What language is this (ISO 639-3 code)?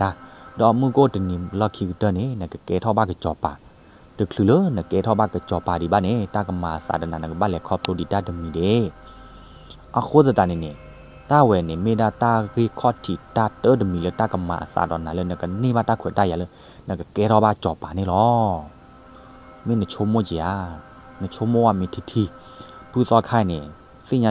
ksw